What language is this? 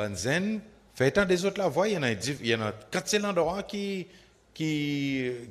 Seselwa Creole French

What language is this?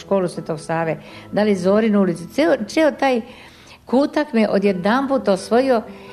Serbian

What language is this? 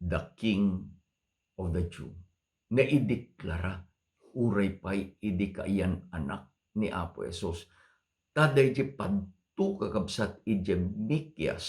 Iloko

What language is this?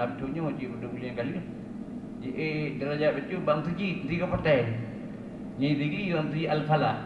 Achinese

